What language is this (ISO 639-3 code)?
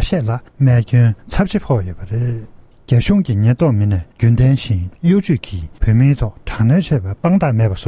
bod